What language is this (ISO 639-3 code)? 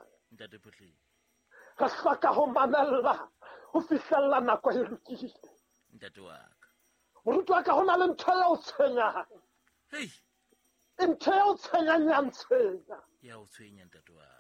sot